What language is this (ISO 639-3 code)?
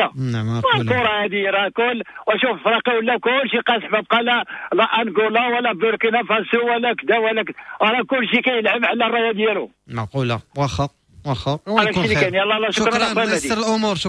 ary